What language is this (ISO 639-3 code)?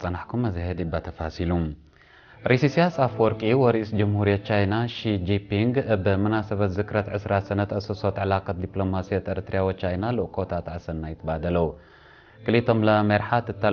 tig